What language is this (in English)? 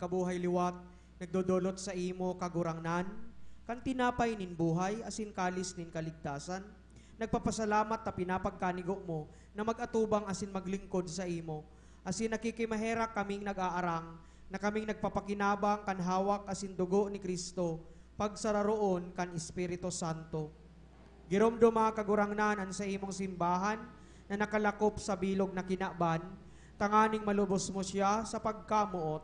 Bikol